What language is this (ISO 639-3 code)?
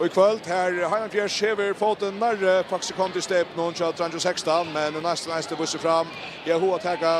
fao